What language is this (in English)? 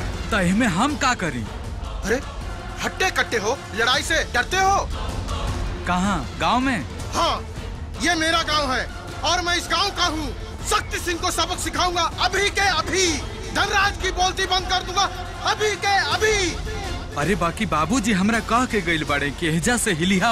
Bhojpuri